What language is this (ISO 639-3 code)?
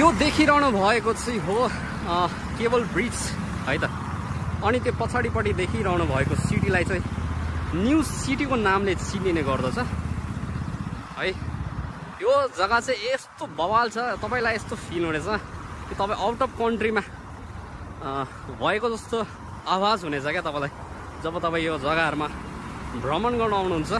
nep